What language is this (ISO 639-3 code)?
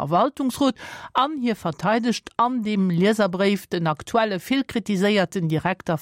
ltz